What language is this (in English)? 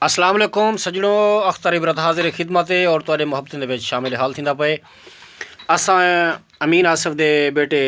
Saraiki